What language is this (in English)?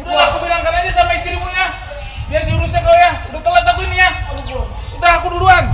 Betawi